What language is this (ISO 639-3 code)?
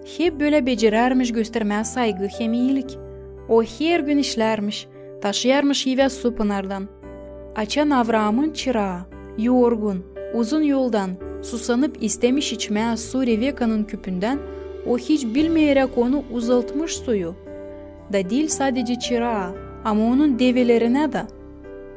gag